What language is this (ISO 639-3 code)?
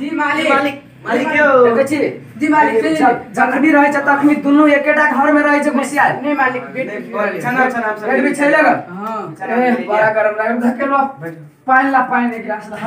mai